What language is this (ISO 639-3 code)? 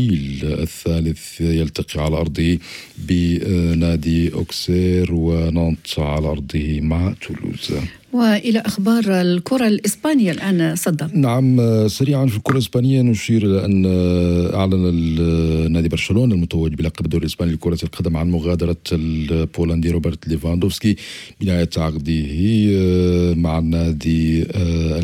ara